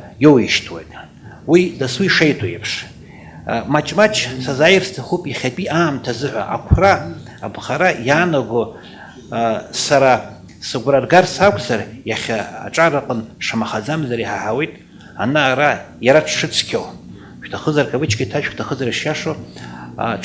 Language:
Abkhazian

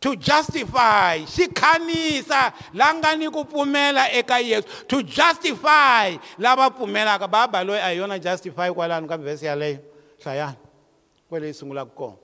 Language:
Tsonga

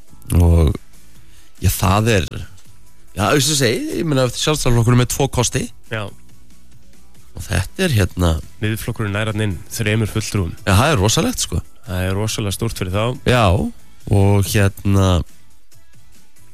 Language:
Icelandic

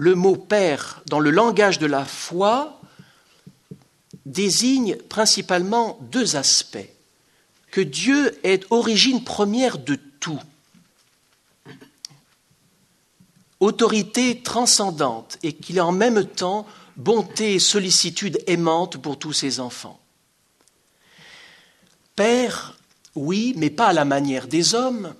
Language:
French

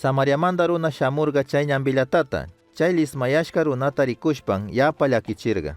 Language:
Chimborazo Highland Quichua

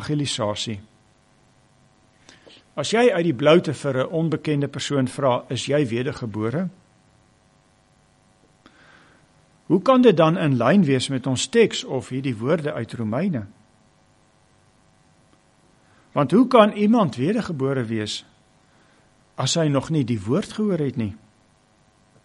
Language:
Afrikaans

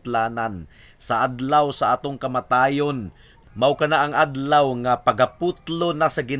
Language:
Cebuano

